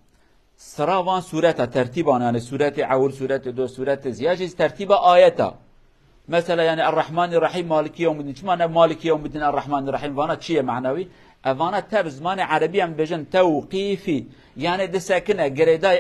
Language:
Kurdish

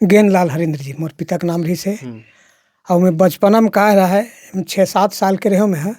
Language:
Chhattisgarhi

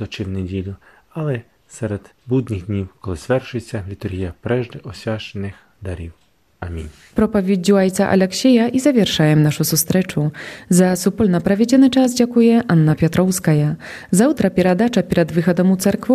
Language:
Belarusian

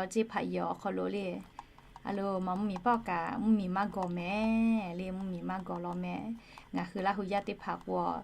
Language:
Lahu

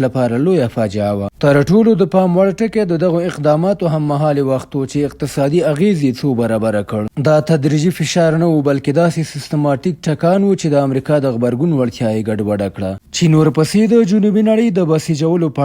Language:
Pashto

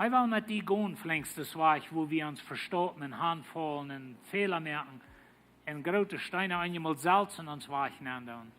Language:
Plautdietsch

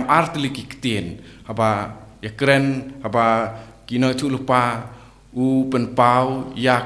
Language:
Khasi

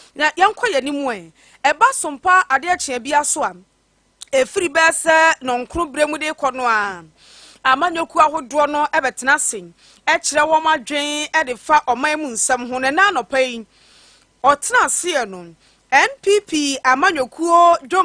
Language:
Akan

